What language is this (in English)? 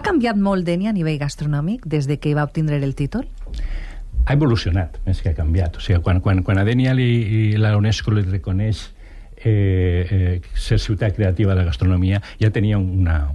Catalan